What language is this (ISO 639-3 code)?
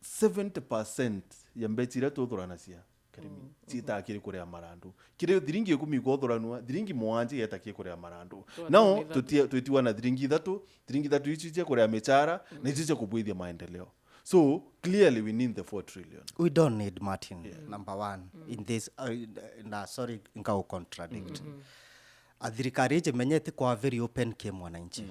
mer